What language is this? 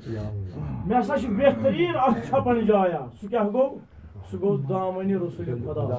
Kashmiri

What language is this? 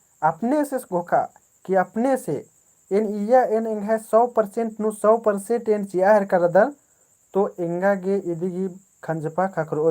Kurukh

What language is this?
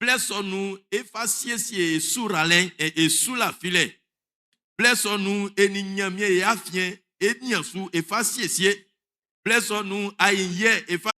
Baoulé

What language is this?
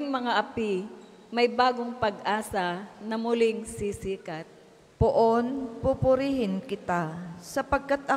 Filipino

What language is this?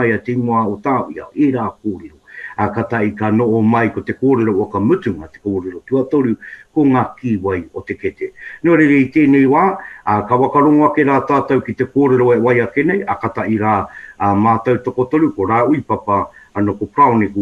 Māori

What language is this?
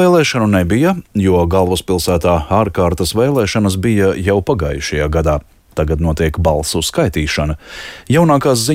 Latvian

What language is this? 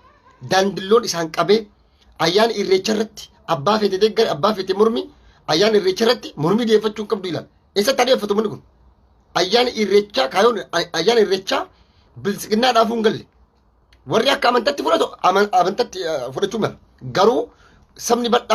Oromo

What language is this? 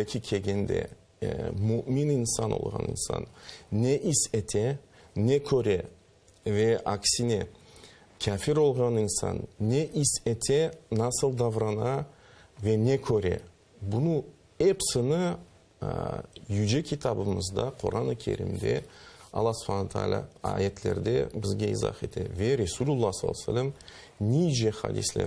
Crimean Tatar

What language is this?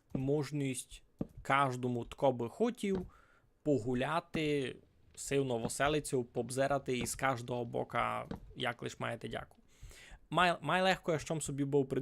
Rusyn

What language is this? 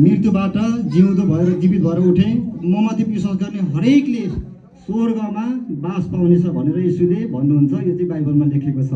Nepali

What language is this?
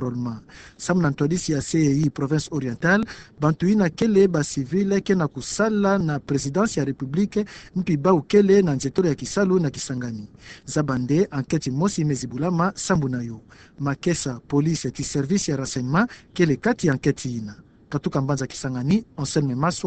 Kituba (Democratic Republic of Congo)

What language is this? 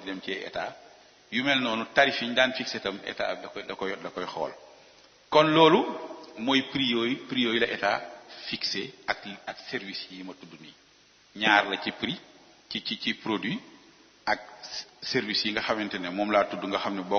Wolof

